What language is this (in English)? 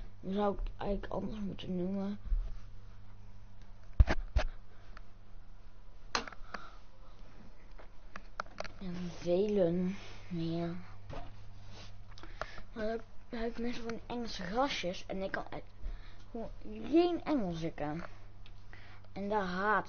Dutch